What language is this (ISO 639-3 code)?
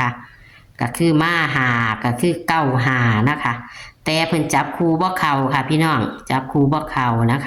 tts